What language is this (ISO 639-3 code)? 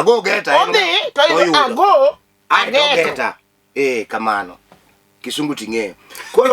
luo